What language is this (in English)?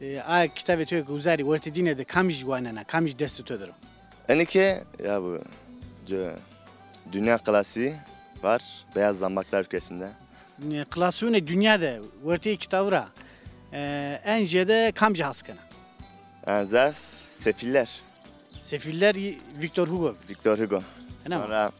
Zaza